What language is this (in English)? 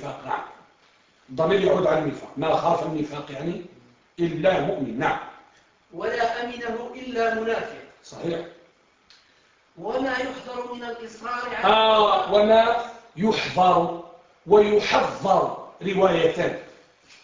Arabic